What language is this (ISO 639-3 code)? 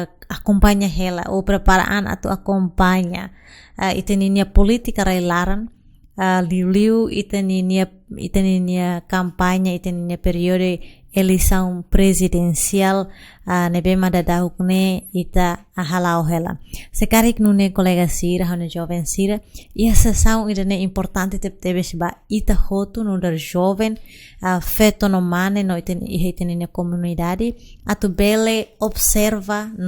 tet